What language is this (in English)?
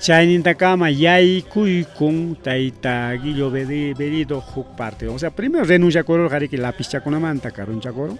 Ayacucho Quechua